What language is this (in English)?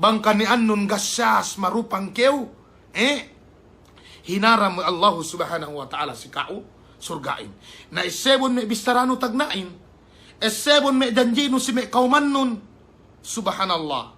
Yakan